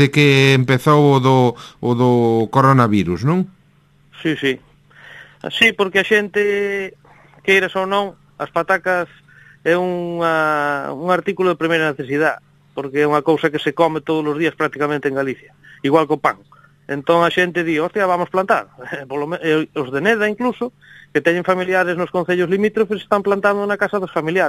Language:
Galician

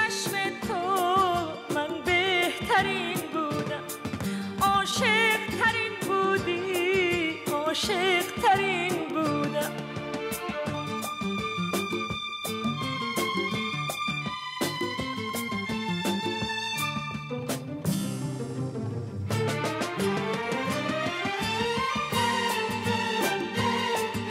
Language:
Persian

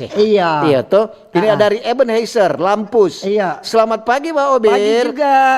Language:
Manado Malay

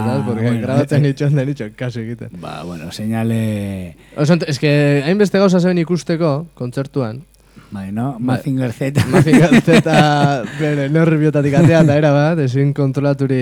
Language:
Basque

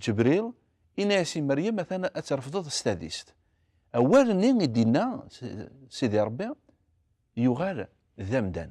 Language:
Kabyle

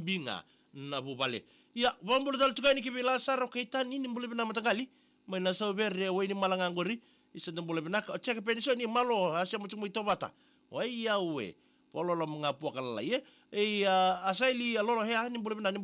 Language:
Fijian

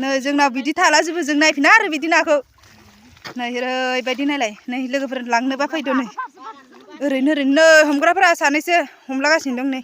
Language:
Bodo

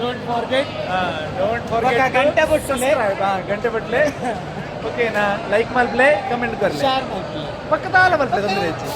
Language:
Tulu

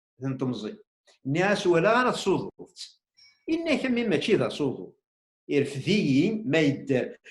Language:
Kabyle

